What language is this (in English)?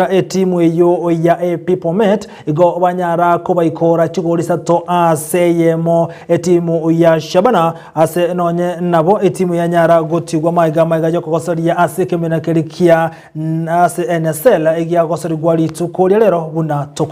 Gusii